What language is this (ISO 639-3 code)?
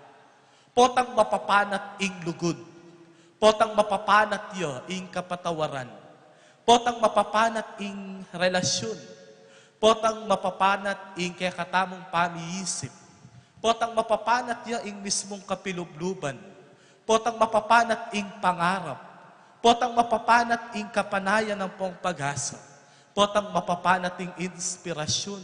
pam